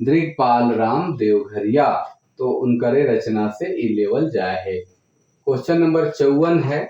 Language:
Sadri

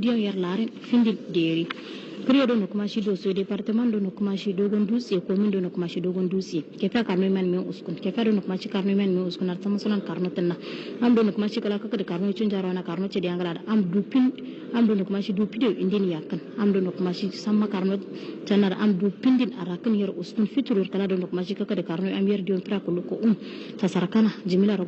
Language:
Hausa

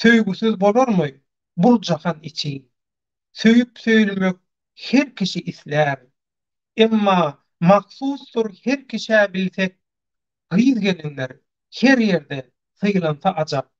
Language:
Turkmen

